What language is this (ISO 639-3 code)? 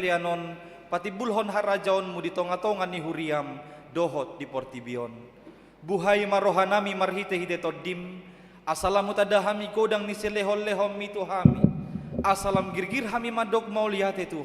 bbc